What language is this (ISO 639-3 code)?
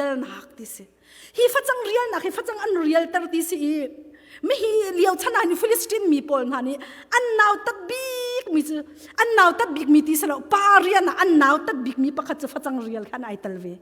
cnh